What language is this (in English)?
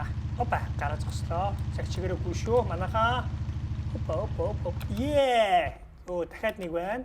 Mongolian